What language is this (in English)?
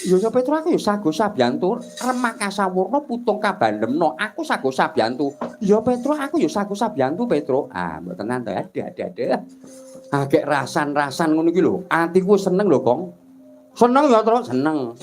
Javanese